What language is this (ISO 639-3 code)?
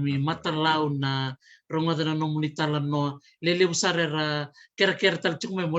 fij